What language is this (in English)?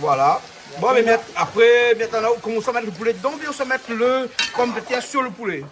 Réunion Creole French